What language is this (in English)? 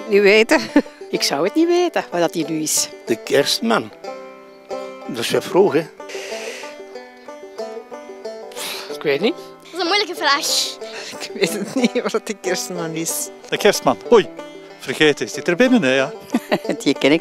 Dutch